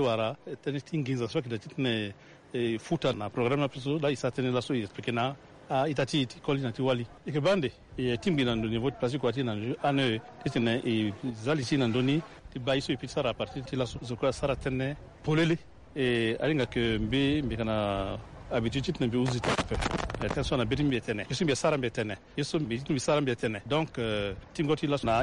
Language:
Sango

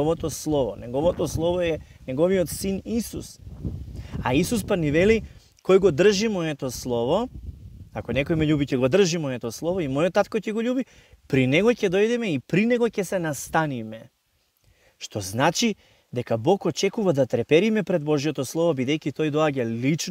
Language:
Macedonian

